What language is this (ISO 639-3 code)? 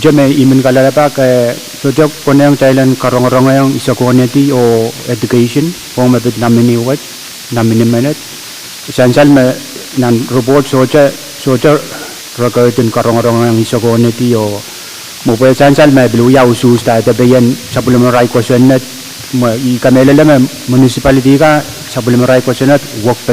pon